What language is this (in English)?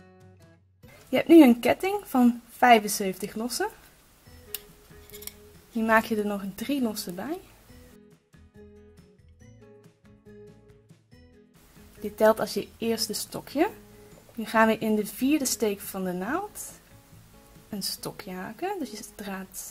Dutch